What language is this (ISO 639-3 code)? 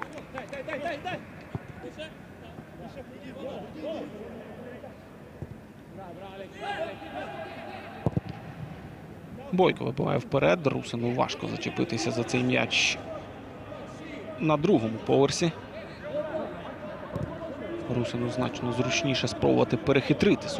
ukr